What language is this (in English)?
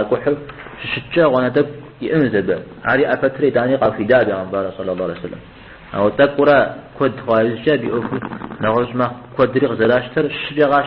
Kabardian